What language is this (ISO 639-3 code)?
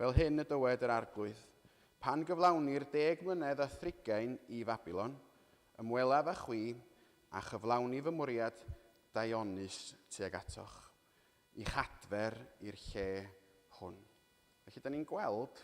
cym